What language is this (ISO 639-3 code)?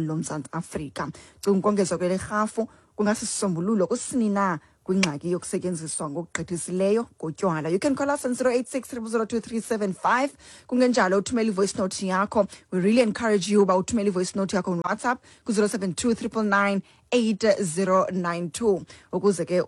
xho